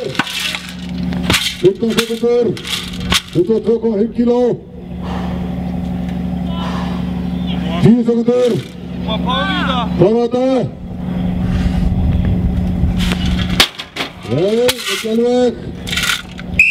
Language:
Icelandic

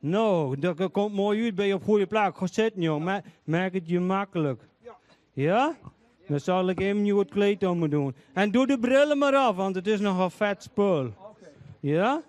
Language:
Western Frisian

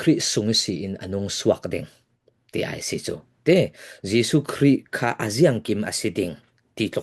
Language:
Falam Chin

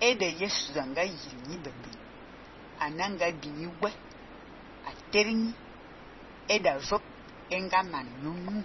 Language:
Fang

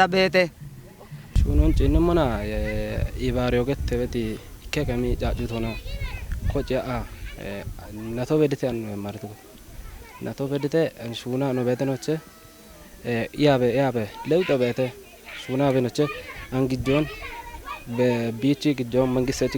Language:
Kafa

